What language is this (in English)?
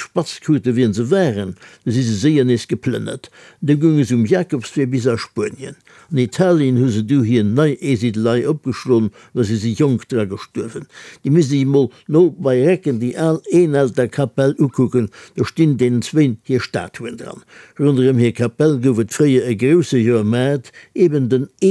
Luxembourgish